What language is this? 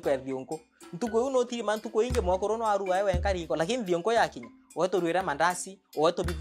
Meru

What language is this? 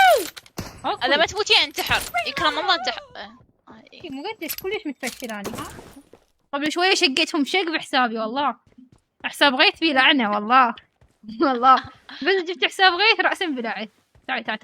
Mesopotamian Arabic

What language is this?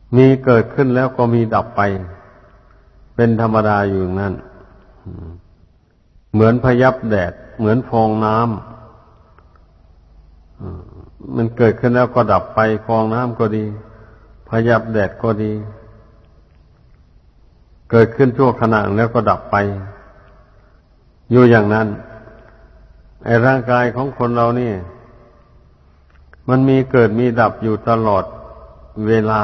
Thai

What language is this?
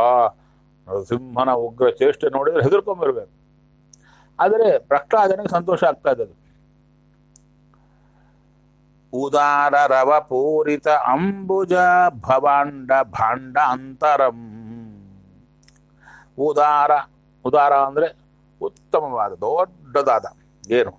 Kannada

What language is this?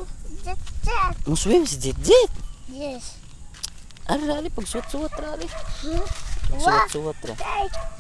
Cebuano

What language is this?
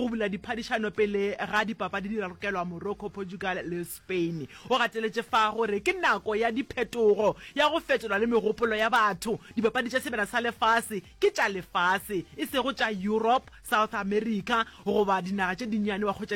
Northern Sotho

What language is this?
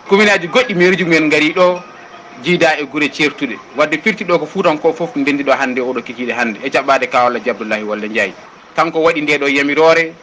Fula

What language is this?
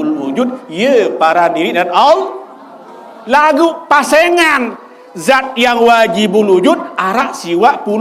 Sasak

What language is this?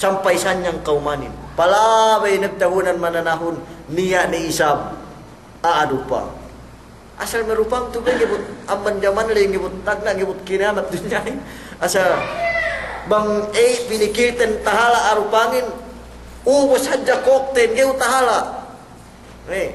Yakan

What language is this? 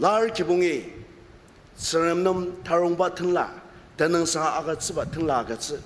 Ao Naga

